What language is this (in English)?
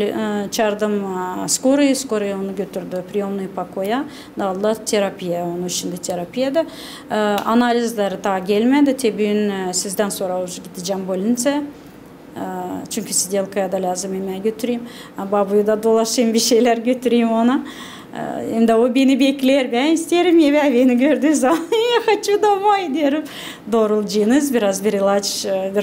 Gagauz